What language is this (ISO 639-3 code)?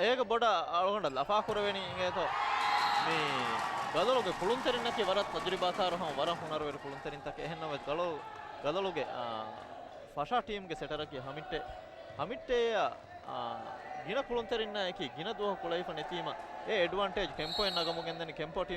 div